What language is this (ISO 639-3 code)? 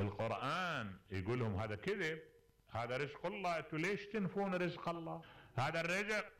acm